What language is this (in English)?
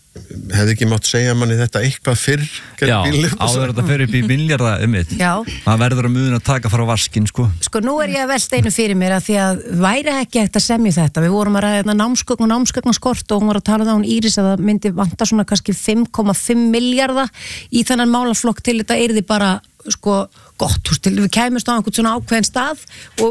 Icelandic